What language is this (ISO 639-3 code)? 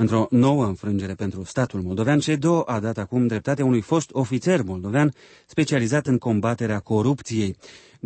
ron